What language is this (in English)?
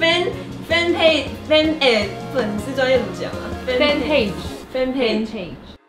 Min Nan Chinese